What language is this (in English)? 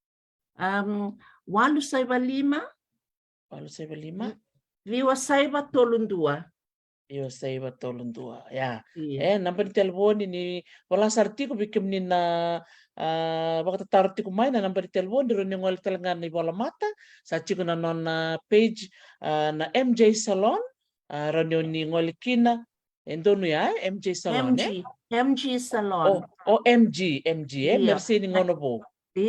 Fijian